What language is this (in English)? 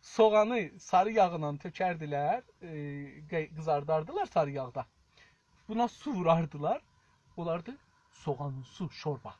South Azerbaijani